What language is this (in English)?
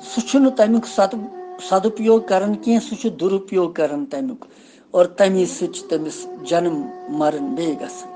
Kashmiri